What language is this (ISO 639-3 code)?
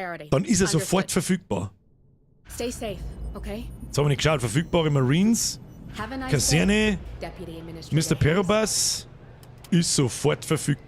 bar